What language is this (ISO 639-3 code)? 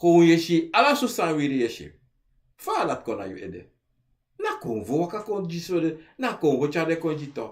srn